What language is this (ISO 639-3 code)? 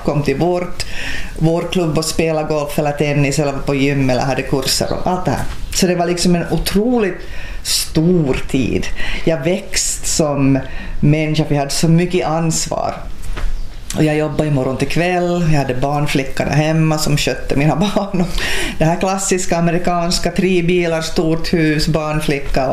swe